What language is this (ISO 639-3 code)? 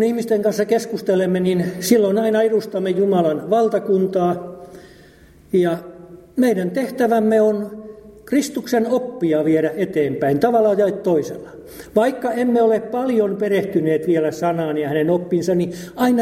fin